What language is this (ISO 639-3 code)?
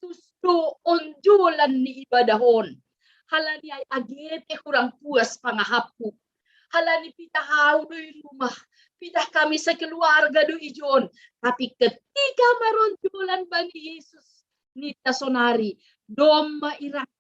bts